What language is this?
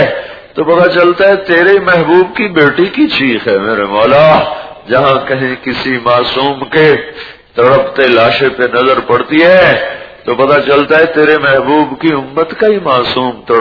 Urdu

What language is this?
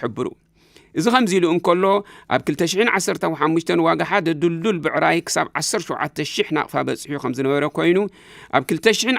Tigrinya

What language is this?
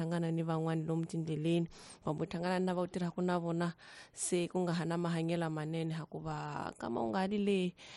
Tsonga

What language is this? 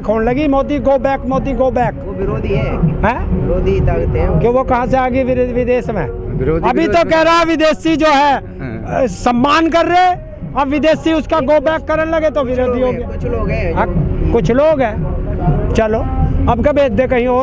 Hindi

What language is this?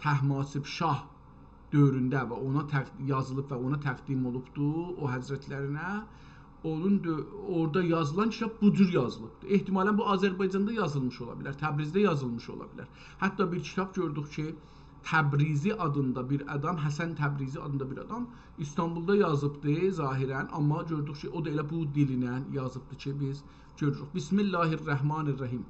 South Azerbaijani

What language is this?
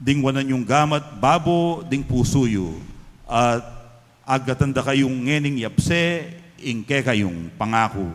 Pampanga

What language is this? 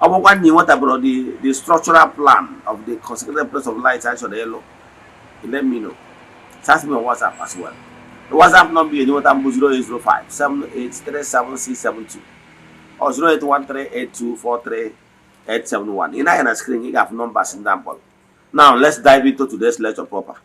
Igbo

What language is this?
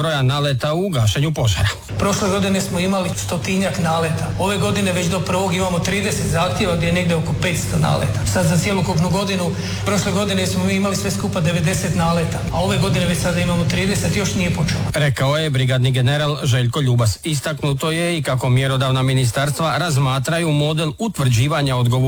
Croatian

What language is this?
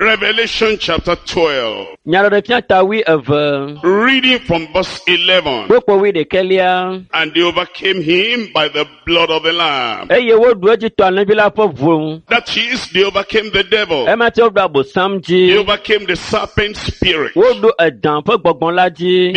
Ewe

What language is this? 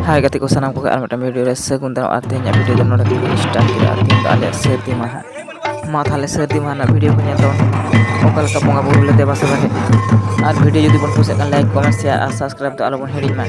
Santali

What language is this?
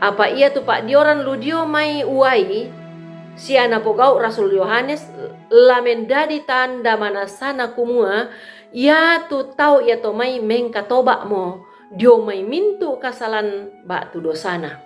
Toraja-Sa'dan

